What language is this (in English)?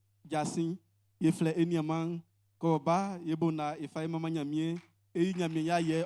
Baoulé